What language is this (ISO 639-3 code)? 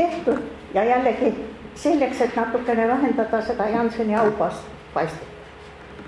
est